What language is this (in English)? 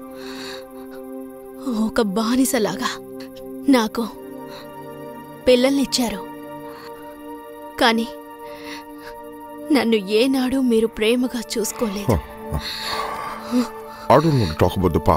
Telugu